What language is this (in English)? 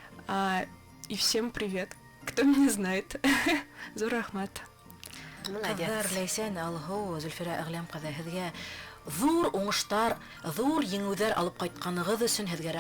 Bashkir